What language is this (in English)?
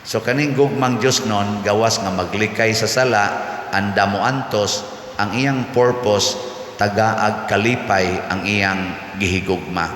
Cebuano